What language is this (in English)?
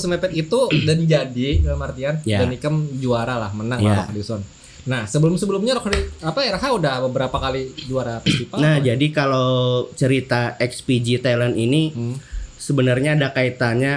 Banjar